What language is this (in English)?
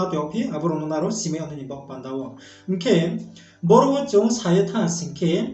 Riang (India)